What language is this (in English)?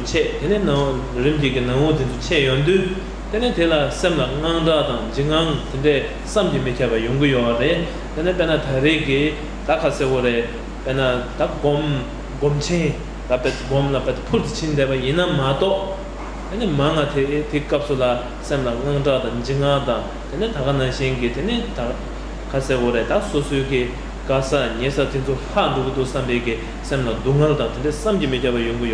Tibetan